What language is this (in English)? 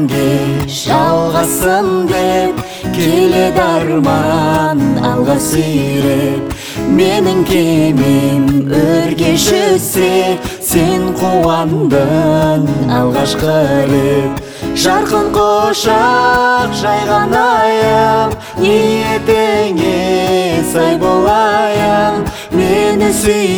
Kazakh